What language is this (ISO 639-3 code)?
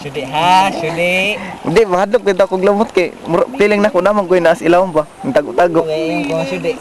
ceb